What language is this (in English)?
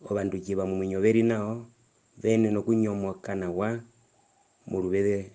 Herero